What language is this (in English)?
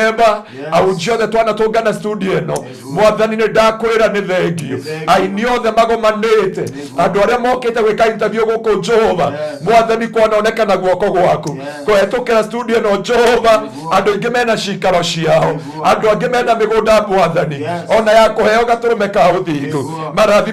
Kikuyu